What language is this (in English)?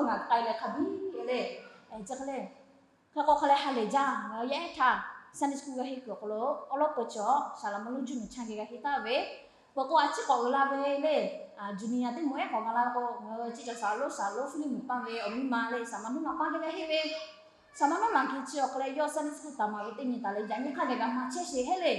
Lahu